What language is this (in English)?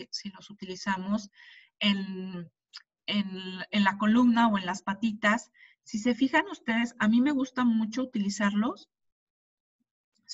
Spanish